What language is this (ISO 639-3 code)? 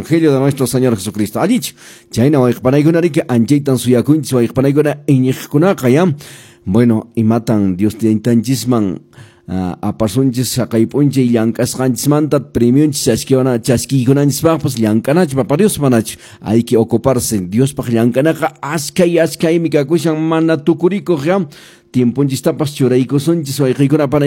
que